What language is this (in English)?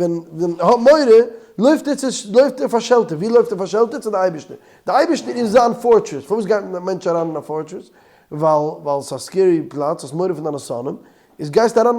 Yiddish